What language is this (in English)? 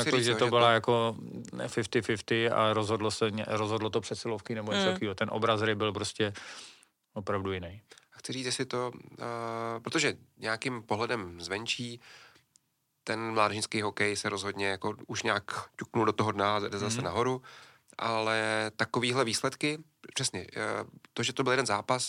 Czech